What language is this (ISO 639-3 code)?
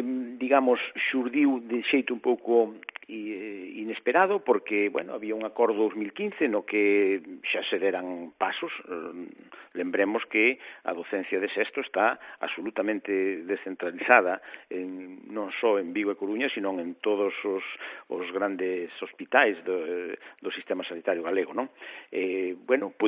glg